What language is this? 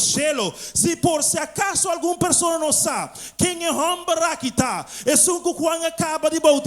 Papiamento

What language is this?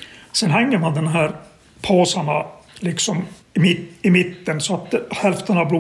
Swedish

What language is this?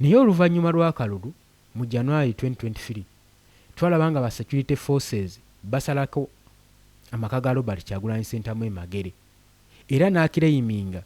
Ganda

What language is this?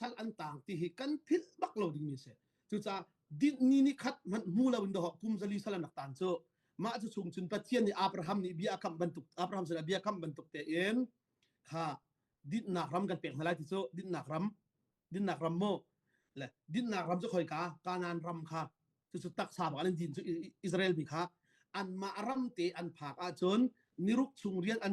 Hakha Chin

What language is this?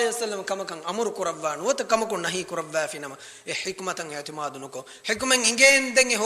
Divehi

